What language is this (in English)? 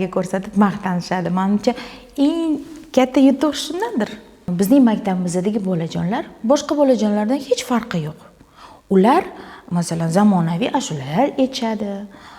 Uzbek